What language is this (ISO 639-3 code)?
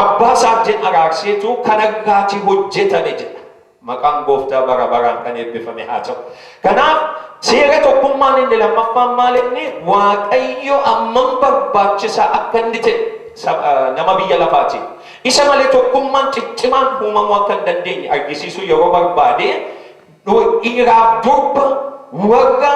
orm